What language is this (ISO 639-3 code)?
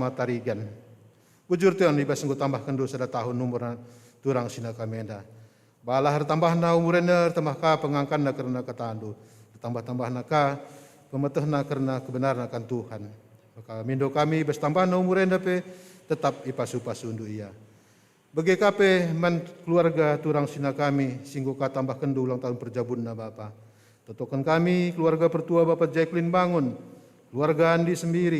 btx